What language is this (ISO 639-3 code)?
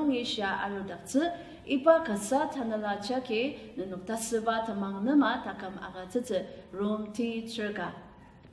njo